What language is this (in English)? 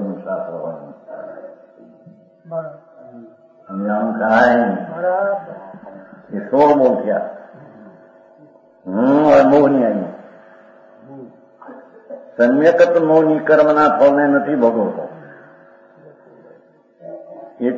Gujarati